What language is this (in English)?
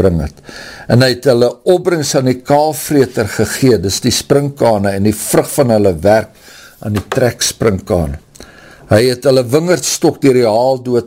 Afrikaans